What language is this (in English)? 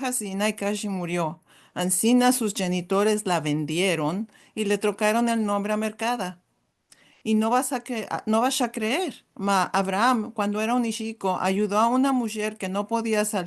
Ladino